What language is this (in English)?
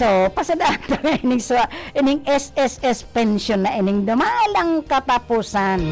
Bikol